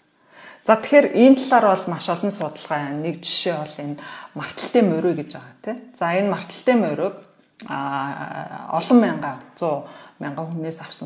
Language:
Mongolian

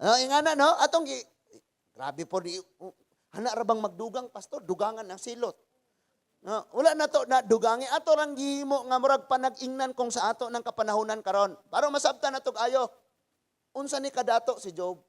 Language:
Cebuano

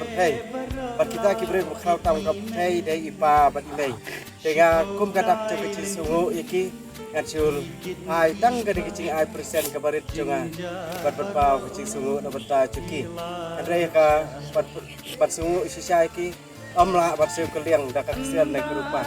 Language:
Khasi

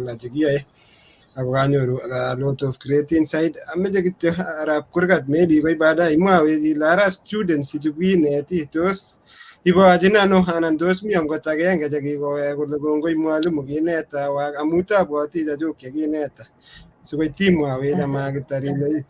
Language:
Kalenjin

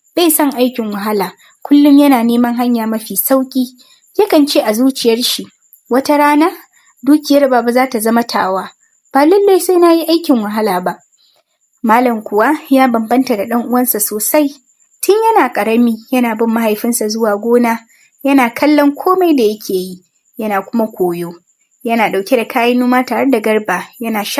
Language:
Hausa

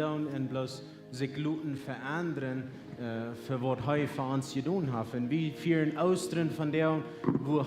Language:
Plautdietsch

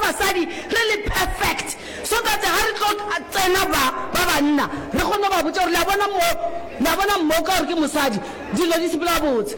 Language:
Northern Sotho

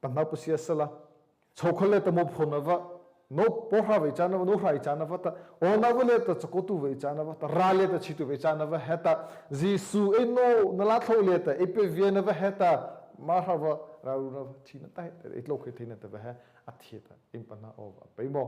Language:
Mara Chin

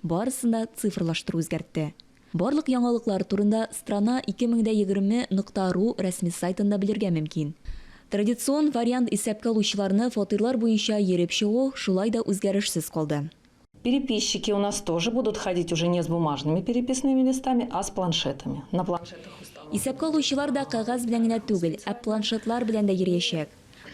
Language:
Tatar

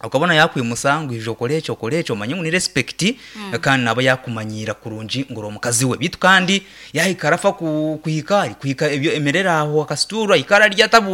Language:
Nyankole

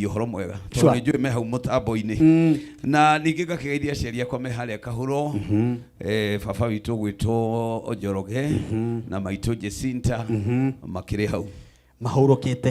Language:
Kikuyu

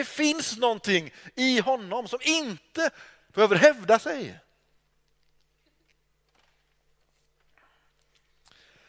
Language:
Swedish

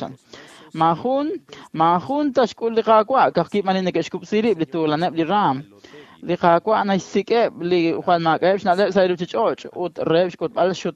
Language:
Kekchí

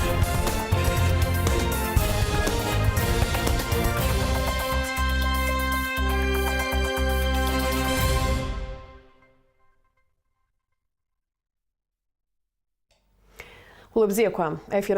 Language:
Abkhazian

